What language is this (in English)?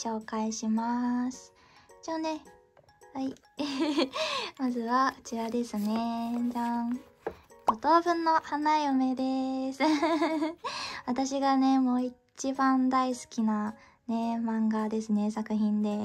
Japanese